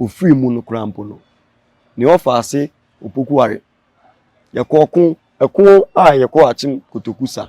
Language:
Akan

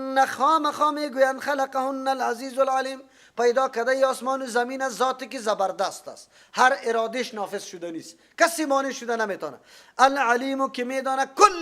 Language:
Persian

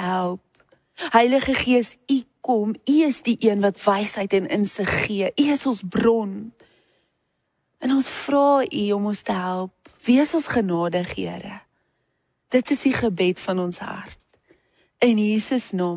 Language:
Afrikaans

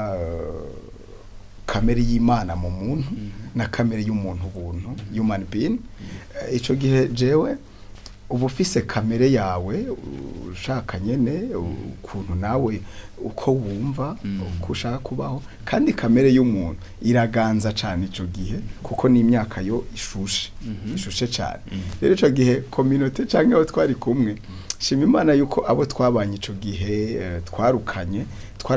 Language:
Rundi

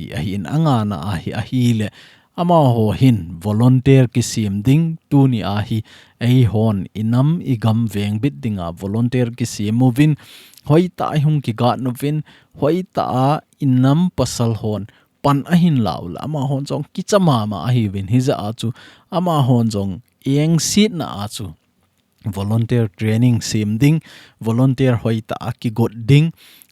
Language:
Thado Chin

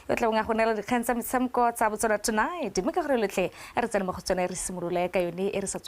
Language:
Tswana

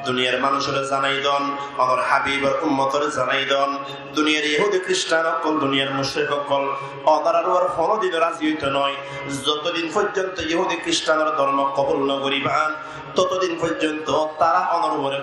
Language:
Rohingya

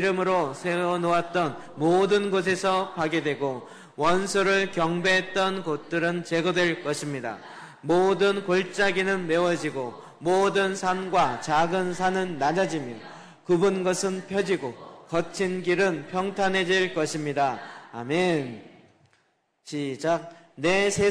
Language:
Korean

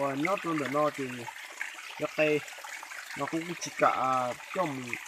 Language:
Hmong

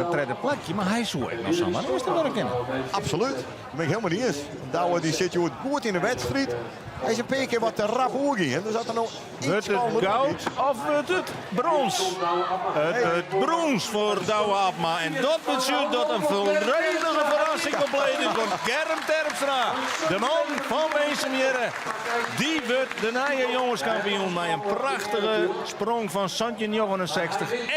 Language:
Western Frisian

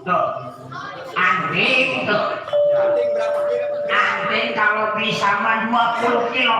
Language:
Betawi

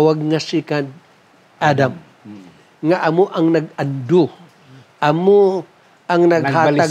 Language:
Hiligaynon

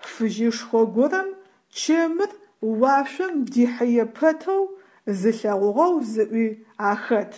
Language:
Adyghe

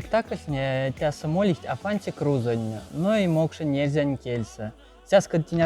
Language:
Moksha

